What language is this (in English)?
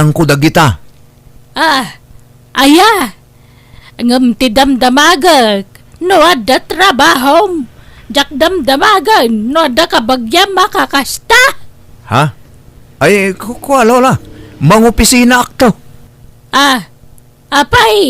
Iloko